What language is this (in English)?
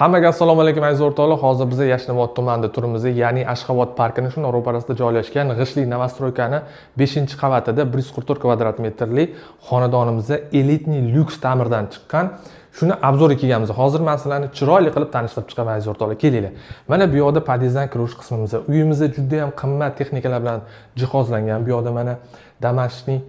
Uzbek